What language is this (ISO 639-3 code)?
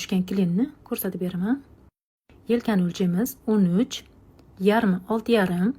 uzb